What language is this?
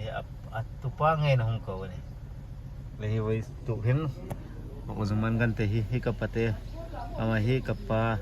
Hmar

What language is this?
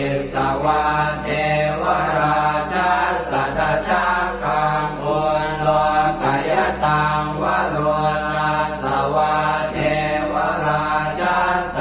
Pali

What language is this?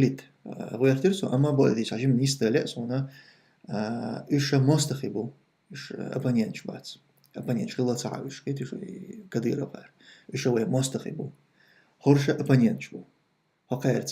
Chechen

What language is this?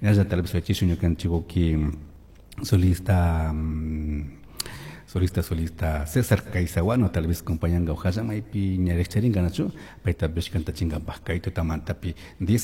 Chimborazo Highland Quichua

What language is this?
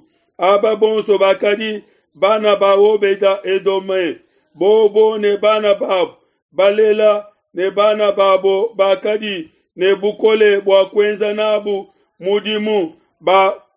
Luba-Lulua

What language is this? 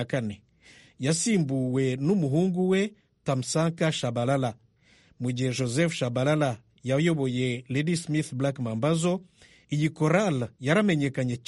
Kinyarwanda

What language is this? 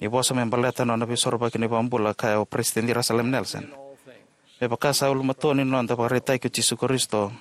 Fijian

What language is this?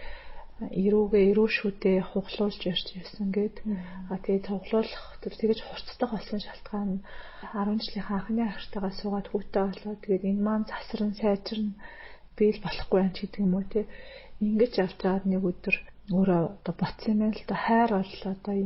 Mongolian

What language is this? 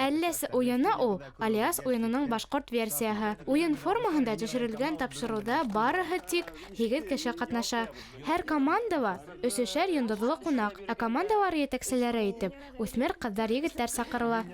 Bashkir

